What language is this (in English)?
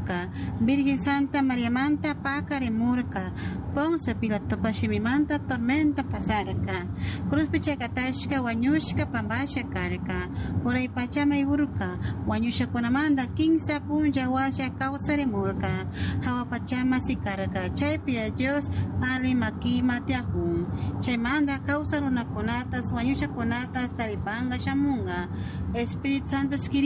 Chimborazo Highland Quichua